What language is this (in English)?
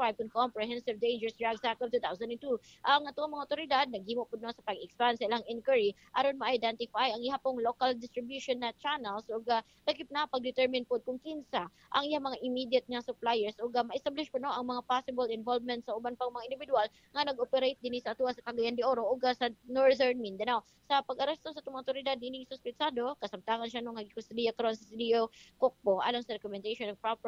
Cebuano